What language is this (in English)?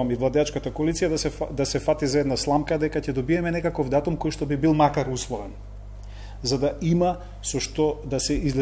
Macedonian